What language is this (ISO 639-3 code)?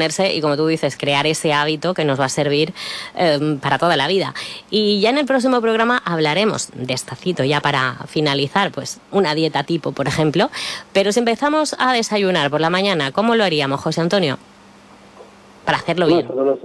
spa